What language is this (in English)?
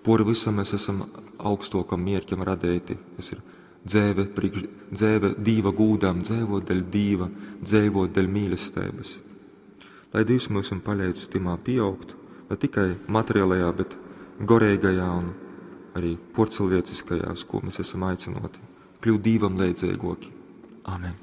Latgalian